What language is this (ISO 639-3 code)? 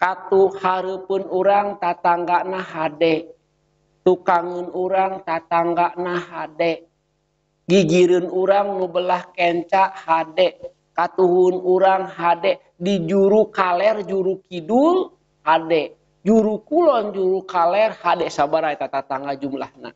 sun